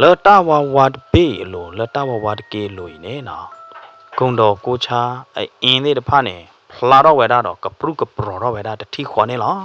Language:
S'gaw Karen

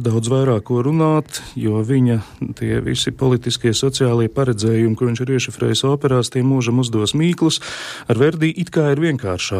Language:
Latvian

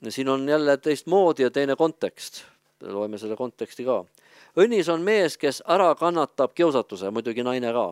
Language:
Estonian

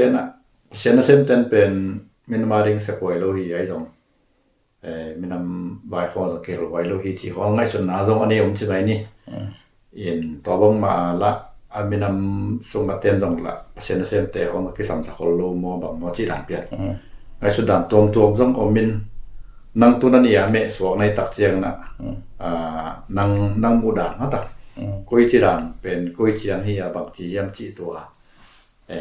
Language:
Tedim Chin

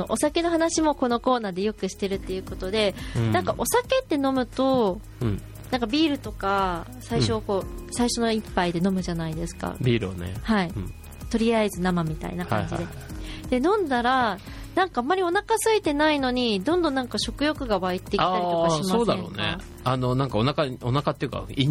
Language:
Japanese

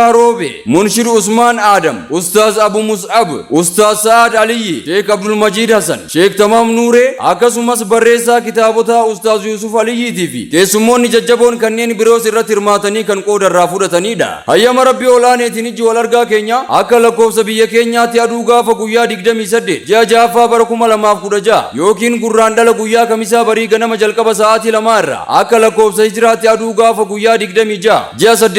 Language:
Oromo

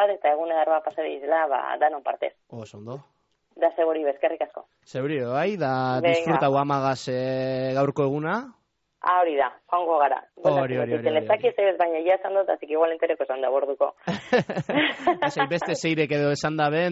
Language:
Basque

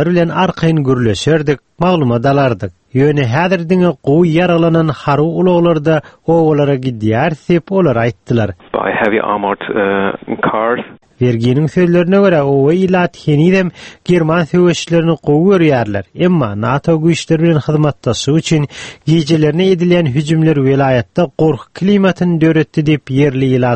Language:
Turkmen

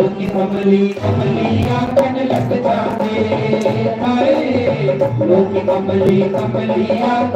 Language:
Dogri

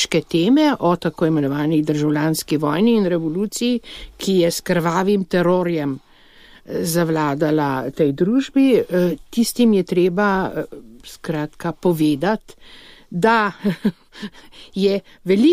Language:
Slovenian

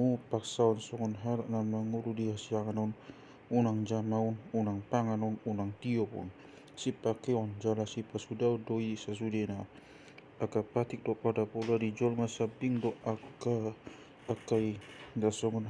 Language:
Batak Toba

